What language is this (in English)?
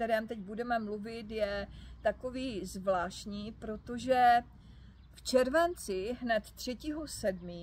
Czech